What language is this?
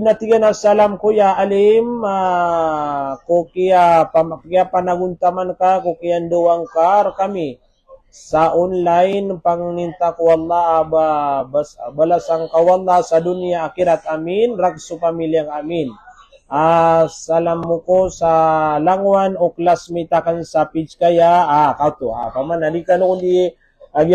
Maranao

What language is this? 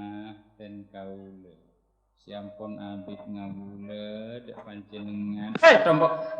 Madurese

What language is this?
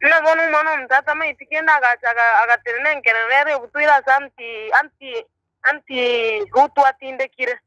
Gusii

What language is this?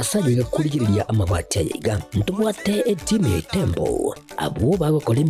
Gusii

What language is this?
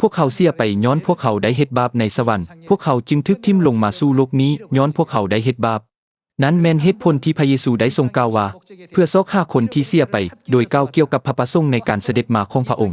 Lao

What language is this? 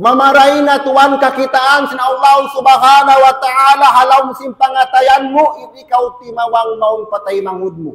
Tausug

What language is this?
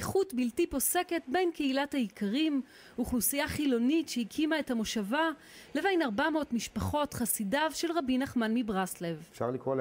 Hebrew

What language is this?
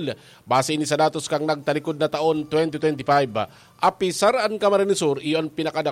Bikol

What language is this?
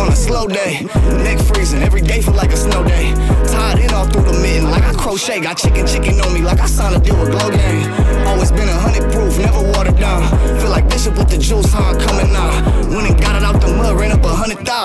English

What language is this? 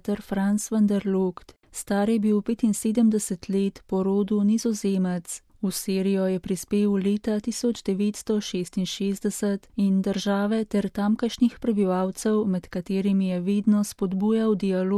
Slovenian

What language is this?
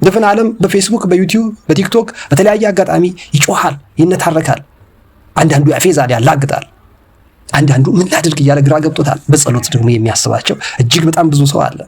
Amharic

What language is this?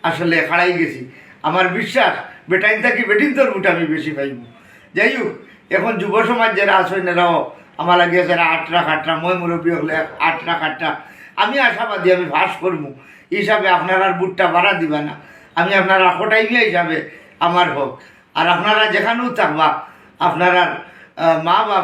Sylheti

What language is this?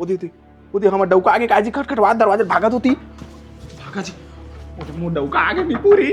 Chhattisgarhi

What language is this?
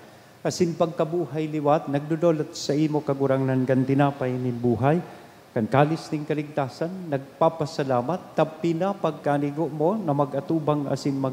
Bikol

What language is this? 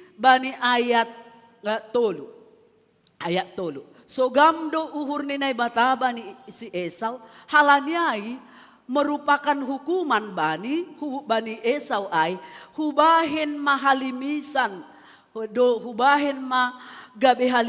Batak Simalungun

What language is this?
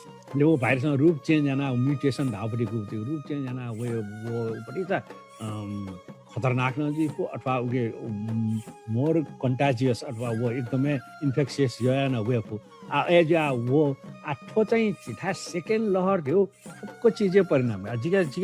Newari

